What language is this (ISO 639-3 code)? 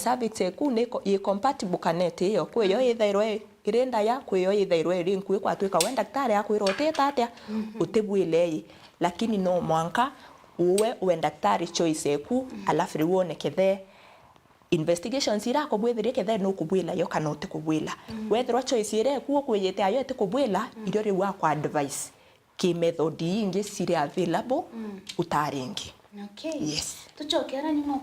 mer